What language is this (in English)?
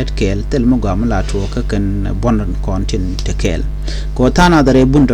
Nuer